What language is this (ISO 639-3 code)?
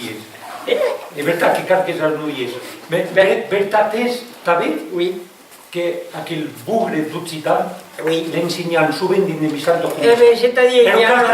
oci